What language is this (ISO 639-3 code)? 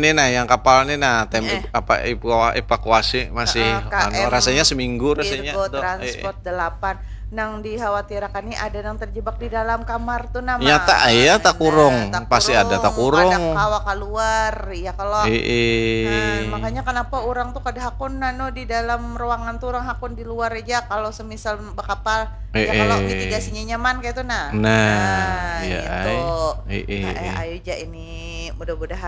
bjn